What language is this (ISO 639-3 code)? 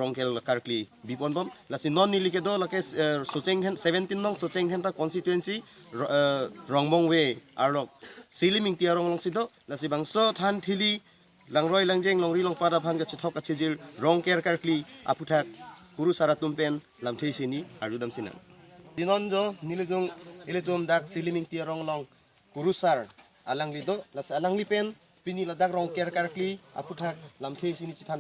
mjw